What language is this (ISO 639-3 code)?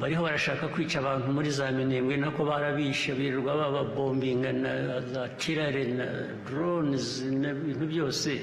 kin